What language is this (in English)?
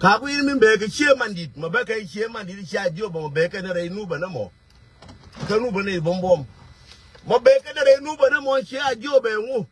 Nuer